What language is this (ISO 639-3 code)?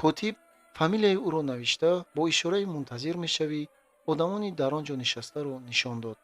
tgk